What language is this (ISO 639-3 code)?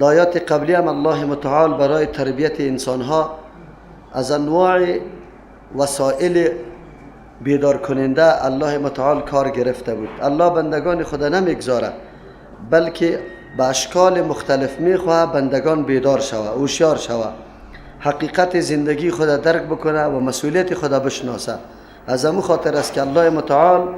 fas